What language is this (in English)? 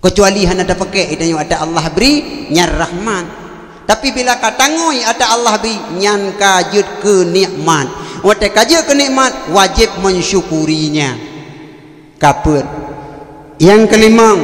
Achinese